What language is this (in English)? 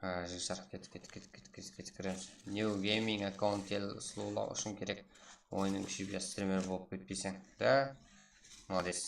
Kara-Kalpak